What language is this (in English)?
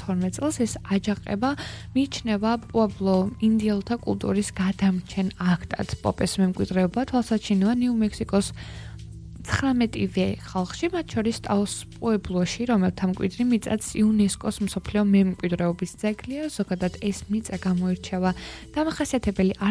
Georgian